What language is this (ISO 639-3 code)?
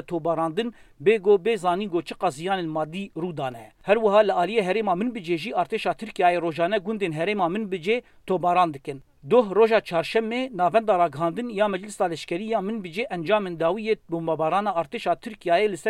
kur